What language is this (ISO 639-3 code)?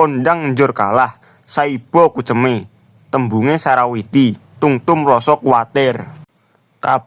jav